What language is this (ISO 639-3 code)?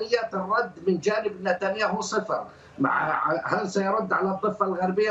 ara